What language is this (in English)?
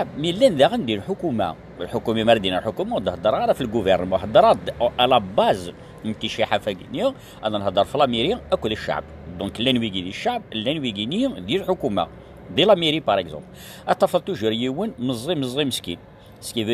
Kabyle